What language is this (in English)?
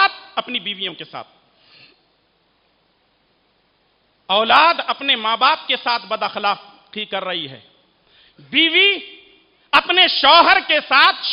Urdu